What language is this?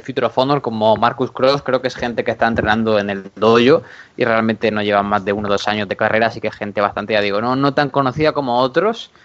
Spanish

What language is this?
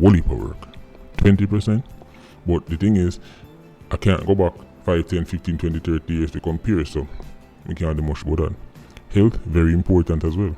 Jamaican Creole English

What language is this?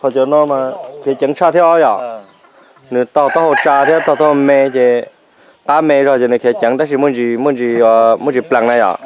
Hmong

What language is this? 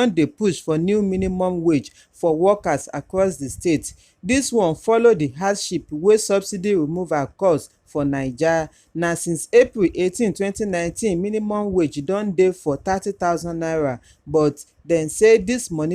Nigerian Pidgin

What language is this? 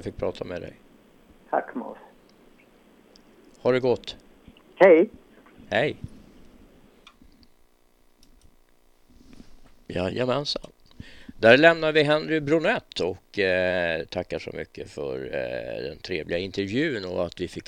Swedish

